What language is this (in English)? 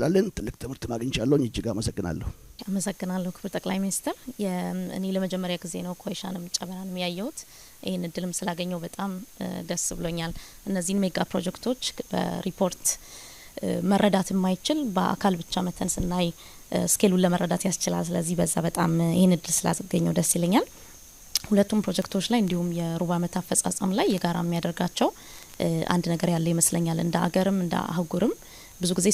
Amharic